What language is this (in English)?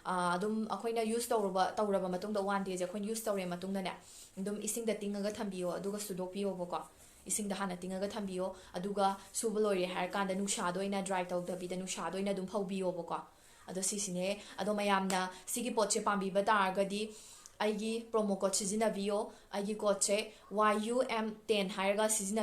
Manipuri